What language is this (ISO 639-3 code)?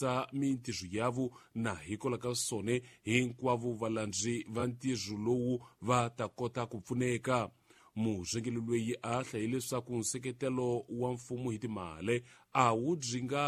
tso